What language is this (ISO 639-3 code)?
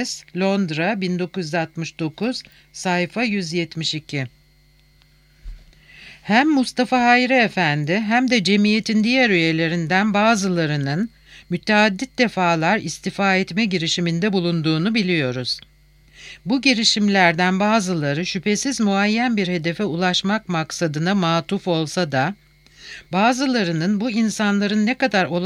tur